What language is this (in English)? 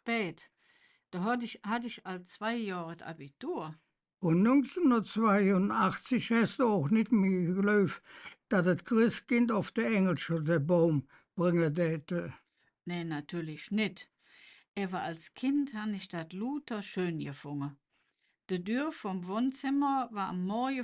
Colognian